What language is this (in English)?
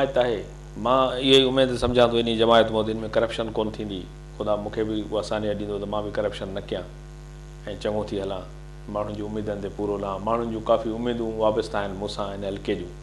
Sindhi